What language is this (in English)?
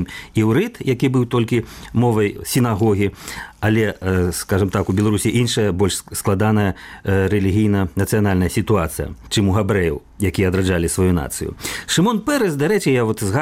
Belarusian